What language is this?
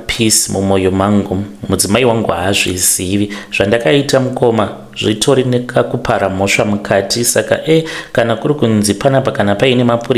Shona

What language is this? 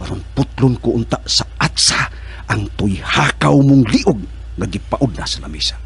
Cebuano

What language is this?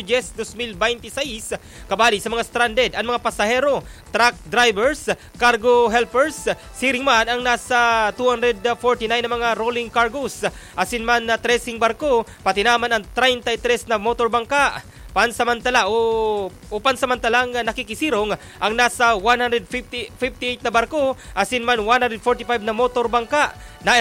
Bikol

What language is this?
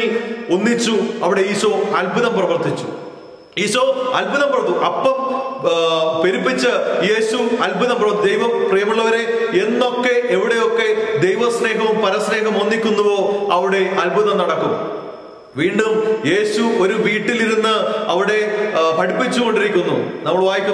Malayalam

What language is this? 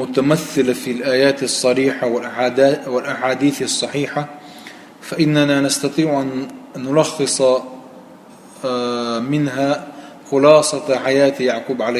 Chechen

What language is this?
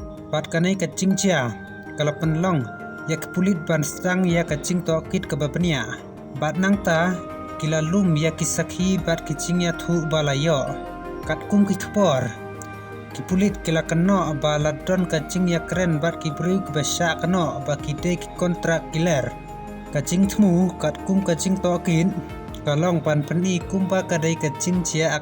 Khasi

